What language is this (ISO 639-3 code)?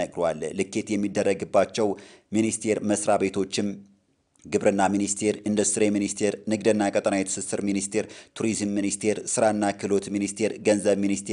amh